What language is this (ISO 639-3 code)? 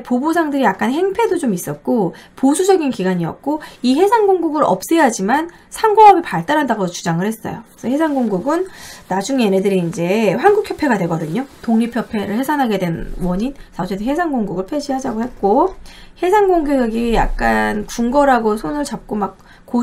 kor